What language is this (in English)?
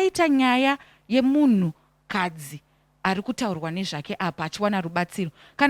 Shona